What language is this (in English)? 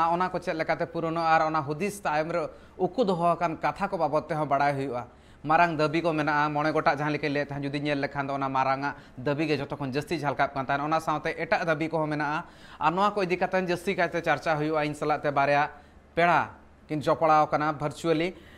Santali